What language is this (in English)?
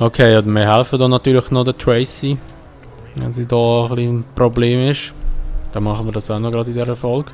Swiss German